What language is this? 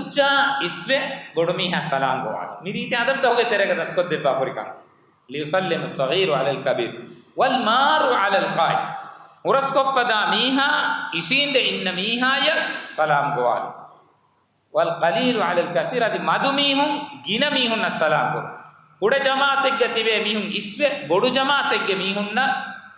Divehi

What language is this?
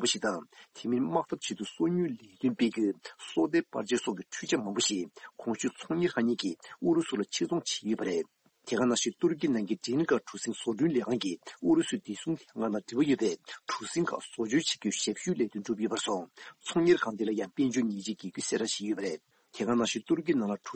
Tibetan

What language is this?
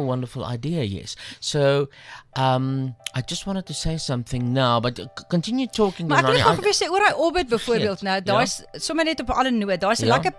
Afrikaans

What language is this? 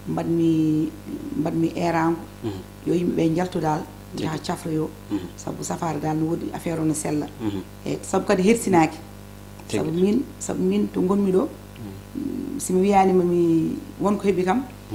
Fula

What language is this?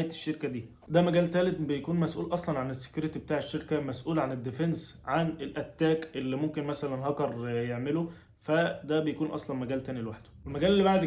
Egyptian Arabic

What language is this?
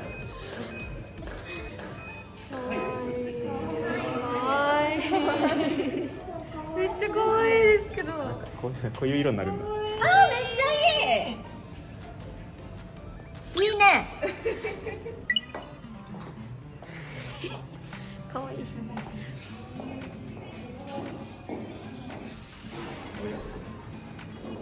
Japanese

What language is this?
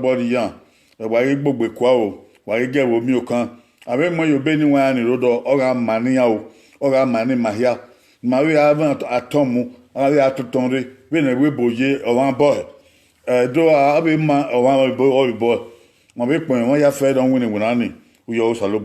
Bini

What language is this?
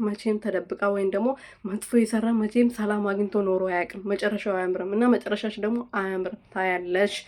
Amharic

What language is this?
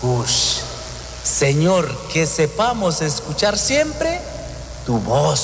Kekchí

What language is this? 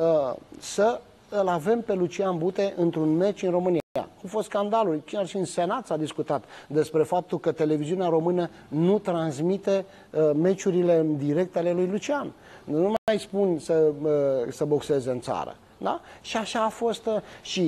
Romanian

